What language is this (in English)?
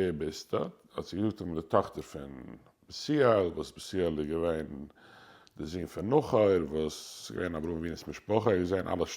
Yiddish